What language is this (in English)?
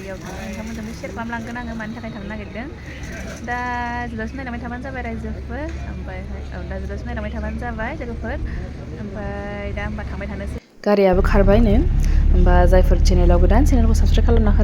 Bodo